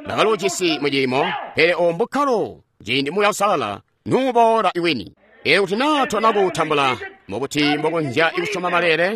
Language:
Tonga (Zambia)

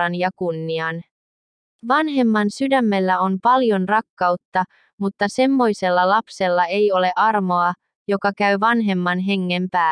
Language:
Finnish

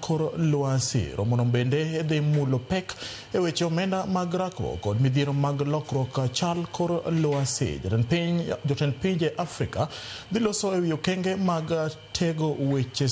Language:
Luo (Kenya and Tanzania)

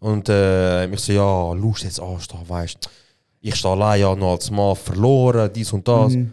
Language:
Swiss German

